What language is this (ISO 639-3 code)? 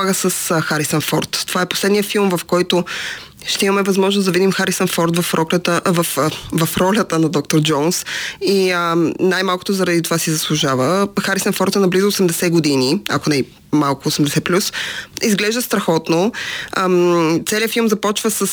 bul